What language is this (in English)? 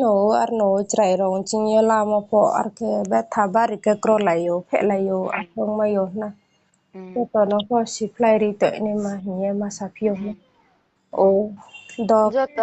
Riang (India)